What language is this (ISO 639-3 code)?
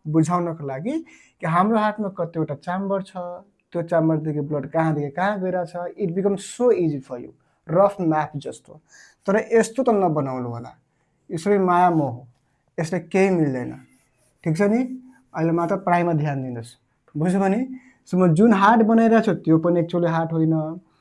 nep